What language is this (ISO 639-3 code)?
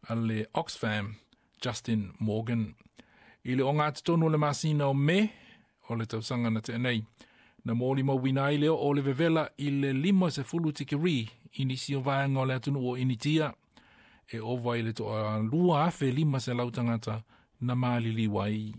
smo